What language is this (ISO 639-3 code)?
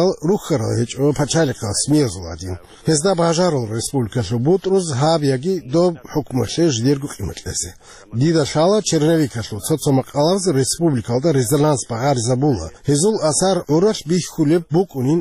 ava